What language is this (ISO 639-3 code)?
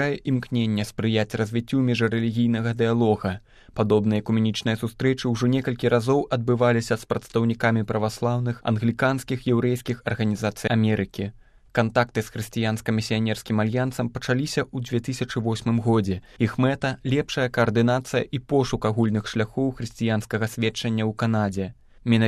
bel